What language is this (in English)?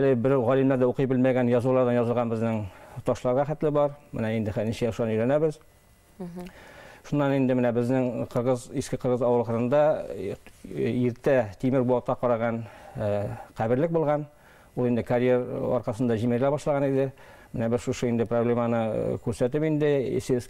Bashkir